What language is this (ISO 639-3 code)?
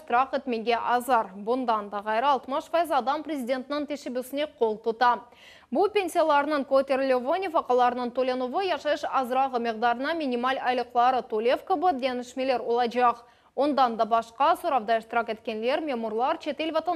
crh